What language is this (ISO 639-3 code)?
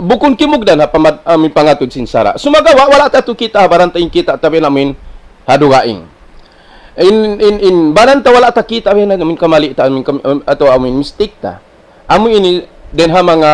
tsg